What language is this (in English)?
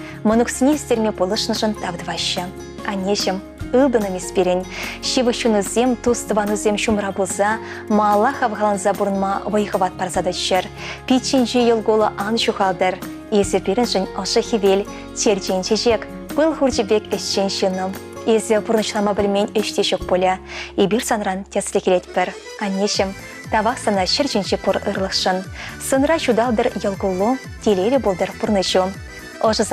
Chuvash